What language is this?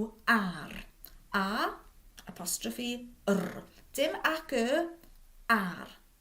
Welsh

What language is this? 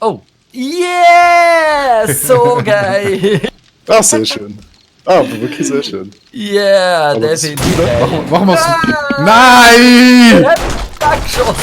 Swiss German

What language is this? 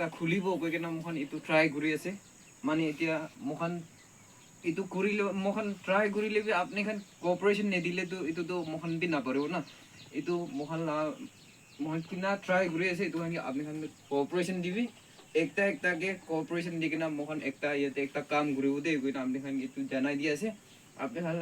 Naga Pidgin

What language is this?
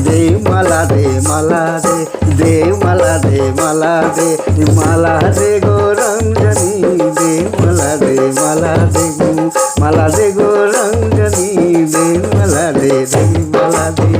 Sadri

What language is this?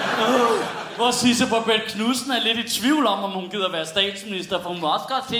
Danish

